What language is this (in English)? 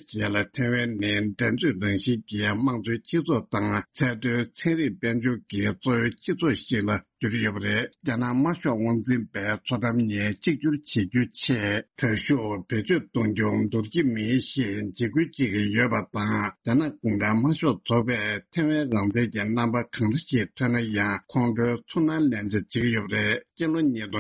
Tibetan